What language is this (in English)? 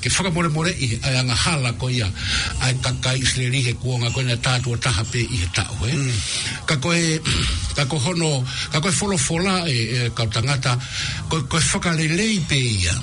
Tongan